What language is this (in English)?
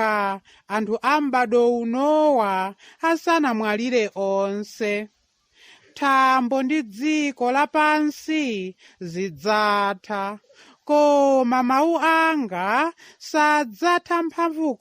Nyanja